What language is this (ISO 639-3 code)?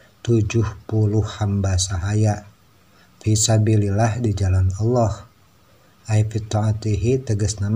sun